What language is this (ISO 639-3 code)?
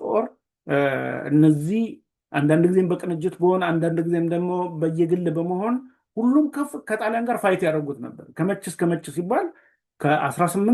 amh